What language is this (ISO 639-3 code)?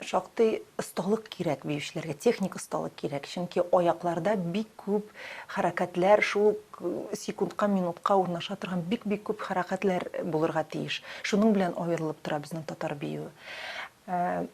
tat